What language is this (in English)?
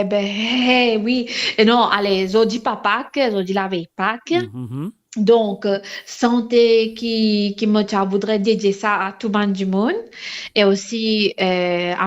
Morisyen